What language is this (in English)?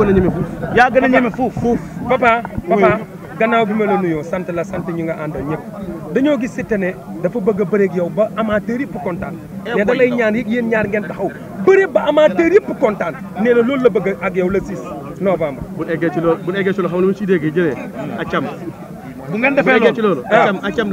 Wolof